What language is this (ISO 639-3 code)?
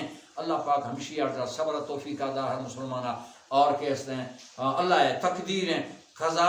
bal